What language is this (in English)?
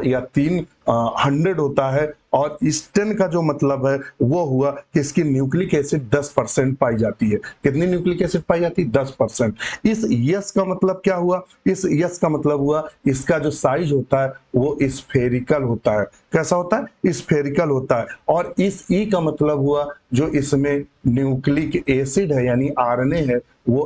Hindi